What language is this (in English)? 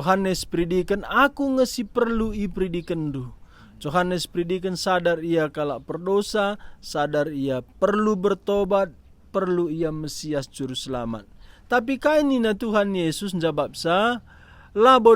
Batak Karo